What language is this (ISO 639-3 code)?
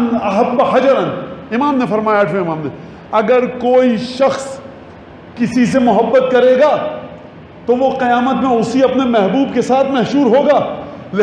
urd